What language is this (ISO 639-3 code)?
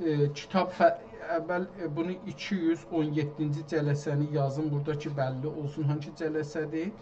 azb